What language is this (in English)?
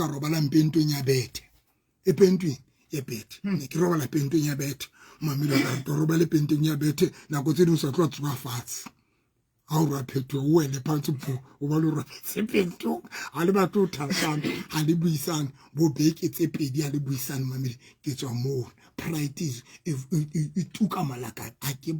Southern Sotho